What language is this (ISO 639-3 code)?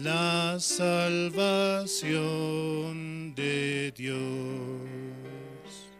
quh